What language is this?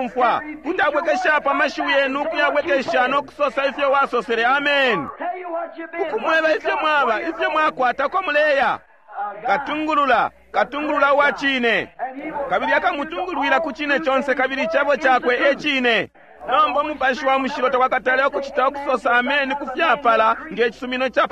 Bemba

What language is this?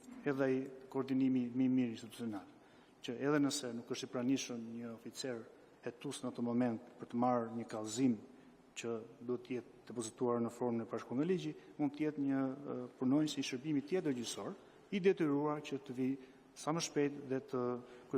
Albanian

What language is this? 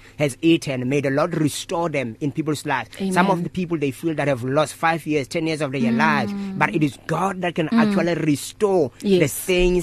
English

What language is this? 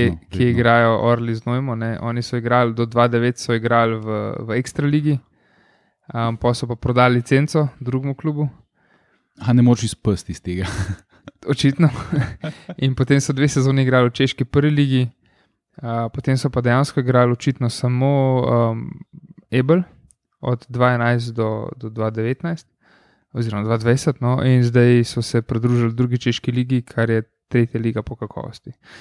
Slovenian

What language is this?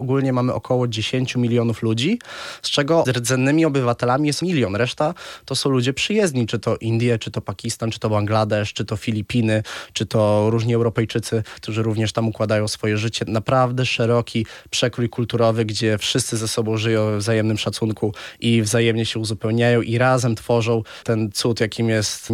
Polish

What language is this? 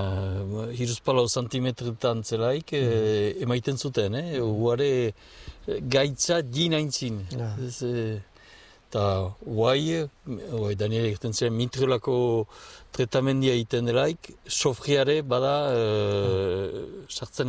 Basque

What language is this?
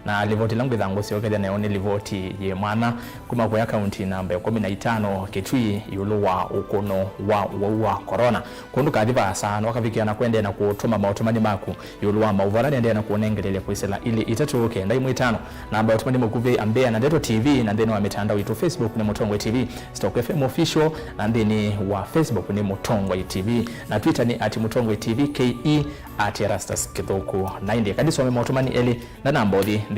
Kamba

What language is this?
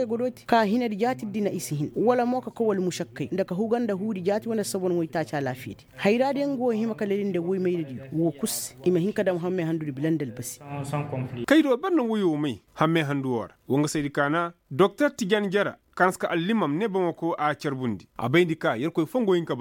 Koyraboro Senni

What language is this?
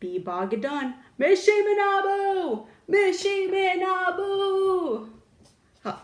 Chippewa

